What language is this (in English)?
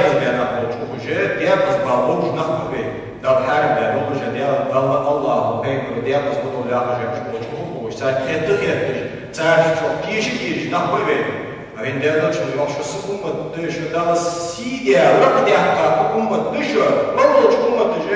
Ingush